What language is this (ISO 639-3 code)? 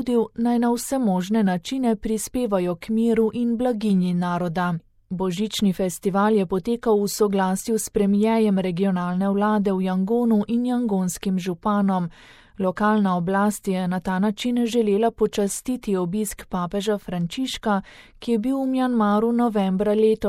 slv